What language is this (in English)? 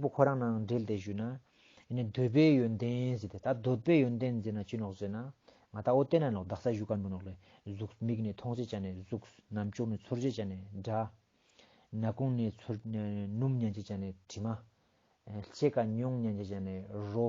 Ladakhi